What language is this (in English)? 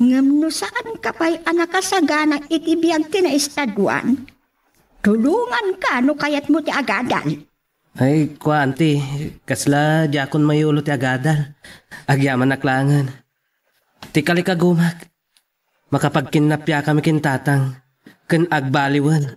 Iloko